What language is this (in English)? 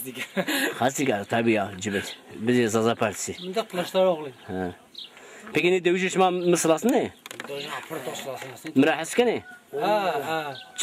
Zaza